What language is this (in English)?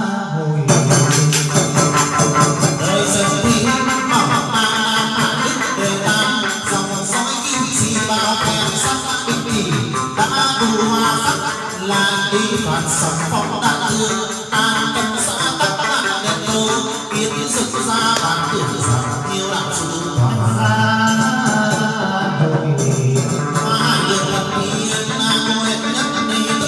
Vietnamese